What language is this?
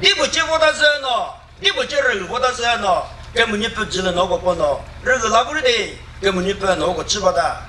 Chokri Naga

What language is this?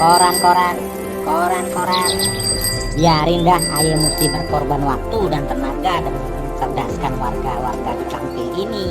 Betawi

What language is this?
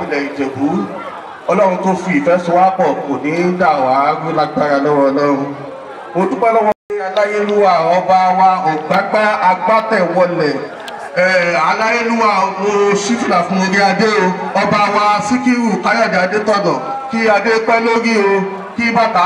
Yoruba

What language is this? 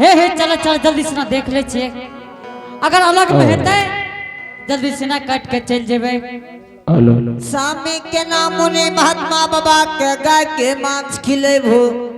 Angika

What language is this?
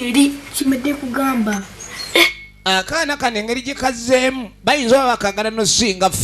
Ganda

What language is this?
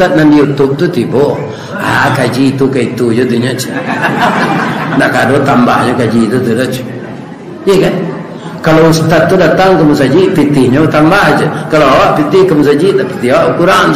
Minangkabau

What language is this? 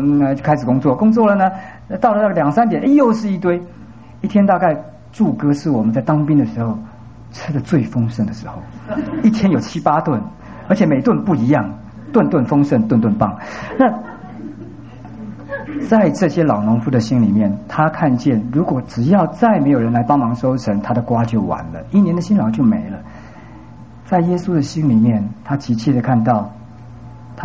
Chinese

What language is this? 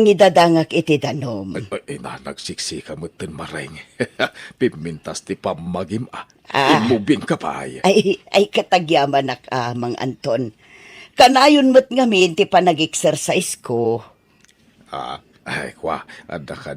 Iloko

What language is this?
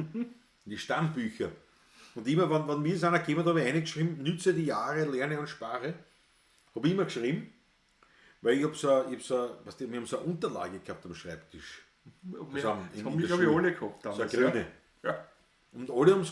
Bavarian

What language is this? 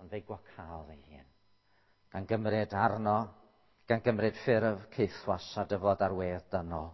Welsh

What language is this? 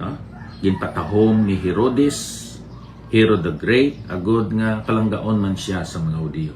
Hiligaynon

